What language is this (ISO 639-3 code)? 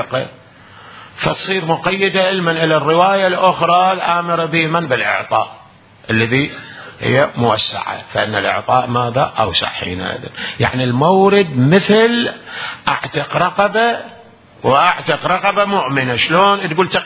acm